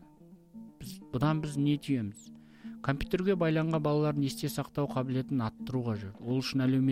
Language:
Kazakh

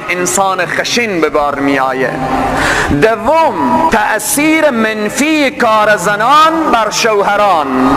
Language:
Persian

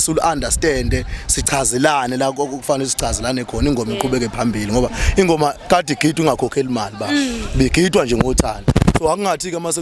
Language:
Zulu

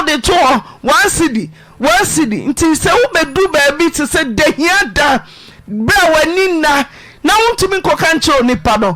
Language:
Akan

